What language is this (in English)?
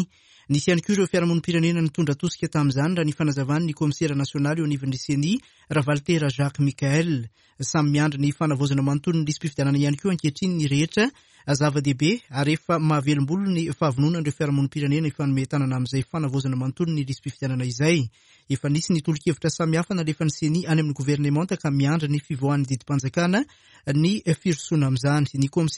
Malagasy